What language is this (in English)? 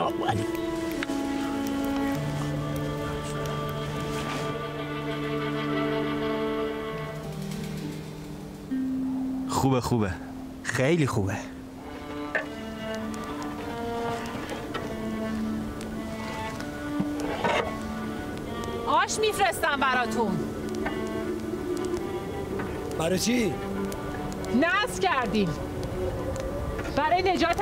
Persian